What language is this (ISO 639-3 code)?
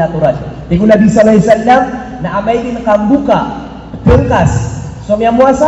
mrw